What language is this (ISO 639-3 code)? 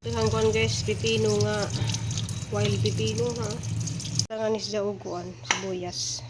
ceb